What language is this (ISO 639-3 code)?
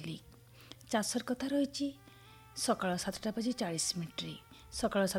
ori